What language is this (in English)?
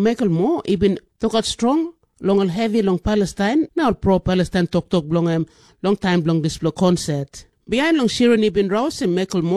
Tok Pisin